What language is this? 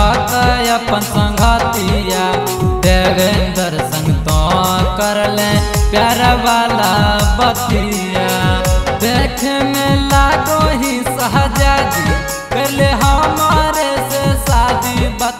Bhojpuri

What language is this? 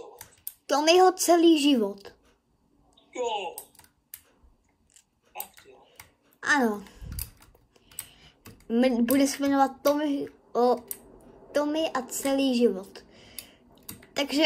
Czech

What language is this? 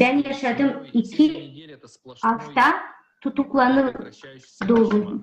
Gagauz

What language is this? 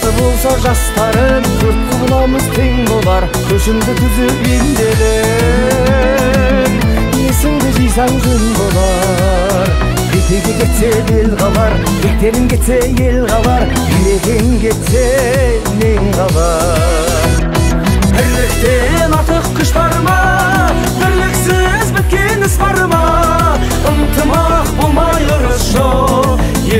Kazakh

